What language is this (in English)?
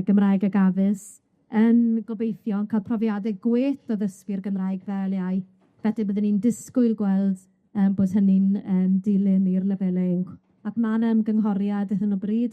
Welsh